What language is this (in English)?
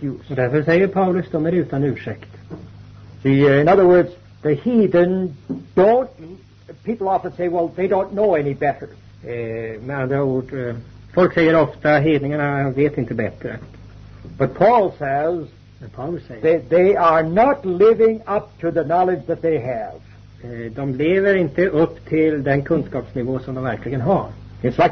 Swedish